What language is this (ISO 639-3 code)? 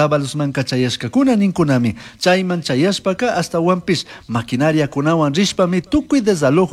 qug